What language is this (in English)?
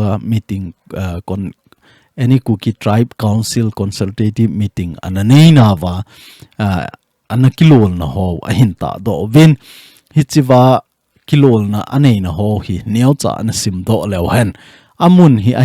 Thado Chin